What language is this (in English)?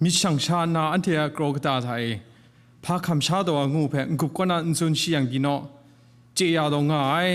Kachin